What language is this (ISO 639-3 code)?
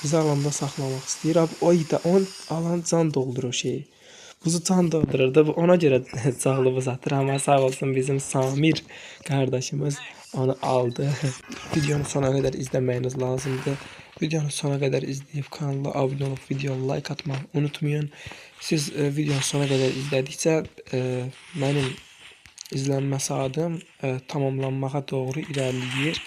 aze